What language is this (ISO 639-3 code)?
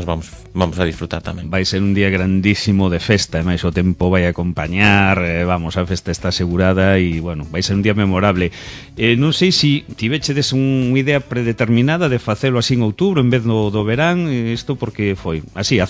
glg